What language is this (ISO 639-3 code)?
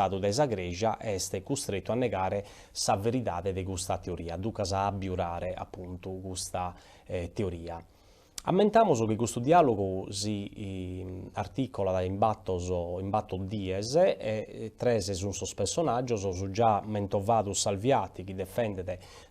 srd